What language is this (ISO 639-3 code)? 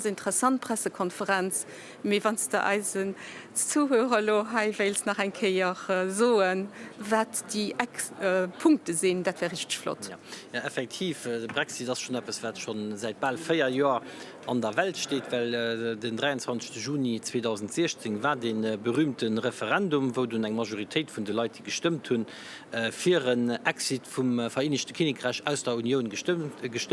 ltz